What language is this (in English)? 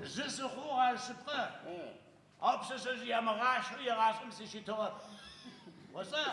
Adyghe